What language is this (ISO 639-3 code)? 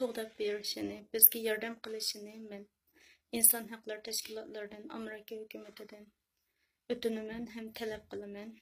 uig